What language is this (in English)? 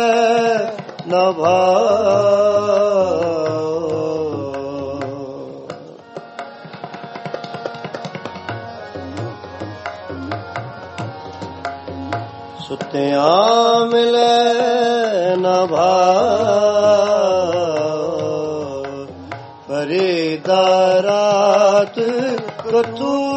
Punjabi